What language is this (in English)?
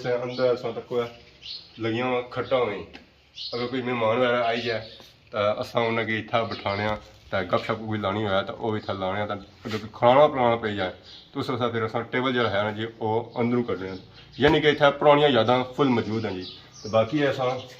Pahari-Potwari